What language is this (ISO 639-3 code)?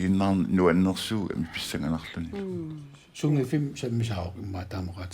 kal